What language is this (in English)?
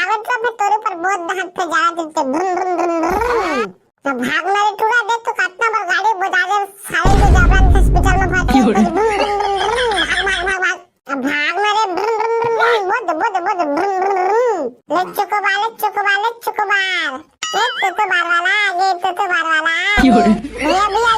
Chhattisgarhi